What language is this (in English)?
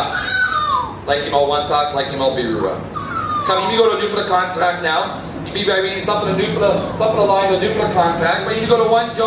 Tok Pisin